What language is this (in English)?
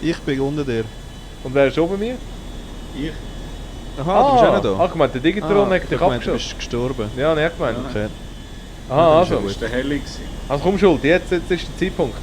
Swiss German